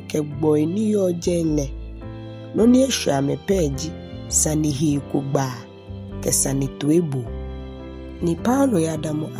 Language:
Ga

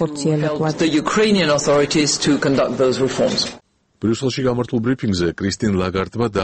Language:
Georgian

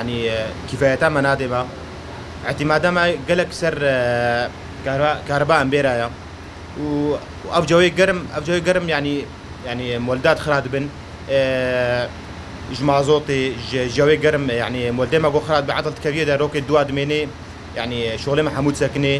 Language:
Kurdish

